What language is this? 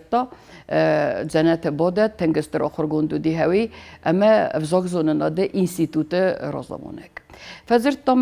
Ossetic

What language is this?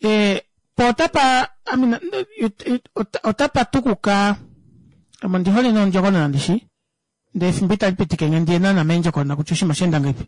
Kuanyama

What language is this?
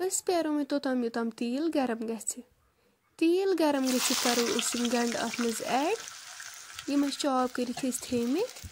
Kashmiri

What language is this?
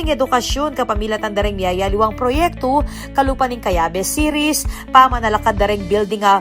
Pampanga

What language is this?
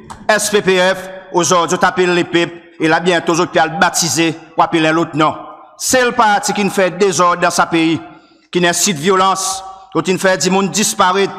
Seselwa Creole French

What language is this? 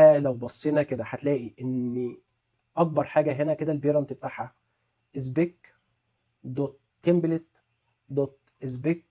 Egyptian Arabic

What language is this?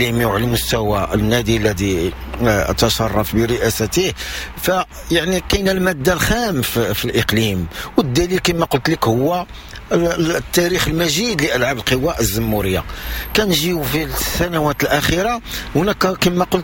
Moroccan Arabic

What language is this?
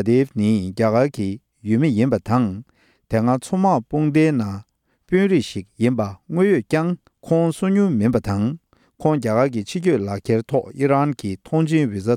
Tibetan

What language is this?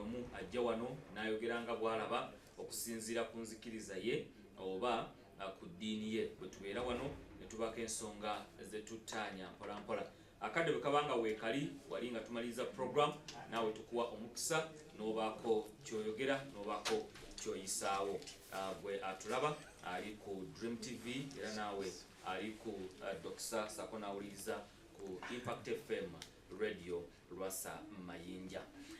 Ganda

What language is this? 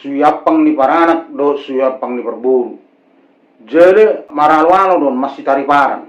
Batak Toba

